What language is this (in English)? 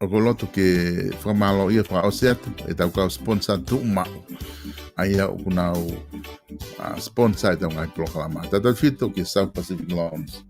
Tongan